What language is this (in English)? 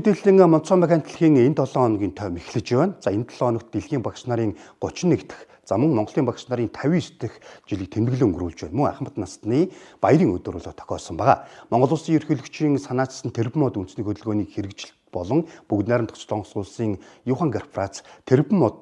Mongolian